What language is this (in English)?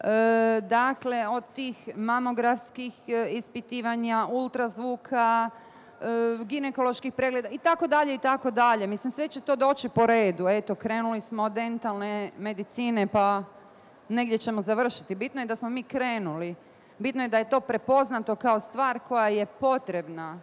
Bosnian